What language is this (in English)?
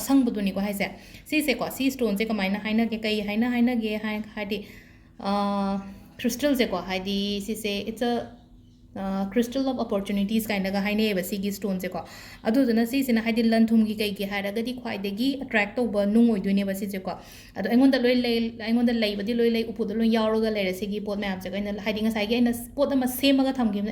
Manipuri